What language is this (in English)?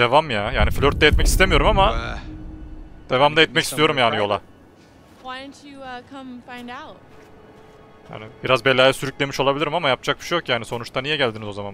Turkish